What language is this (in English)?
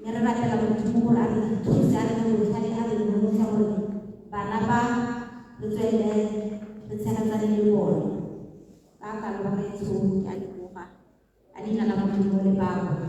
Tswana